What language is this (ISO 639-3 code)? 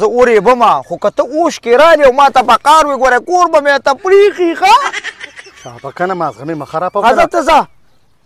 pus